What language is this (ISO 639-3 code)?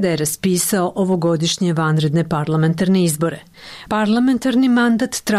srp